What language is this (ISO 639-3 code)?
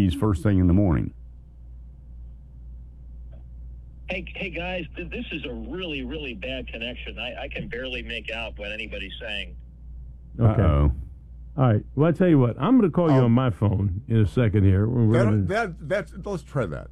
eng